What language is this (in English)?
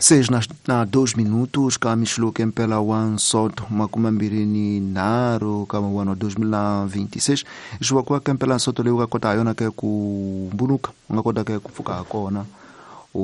Tsonga